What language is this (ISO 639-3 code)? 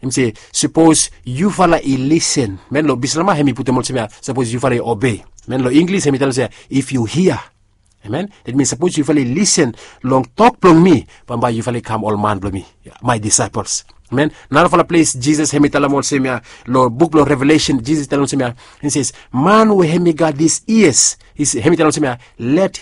bis